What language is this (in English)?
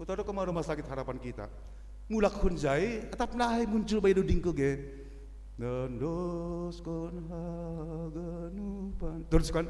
Batak Simalungun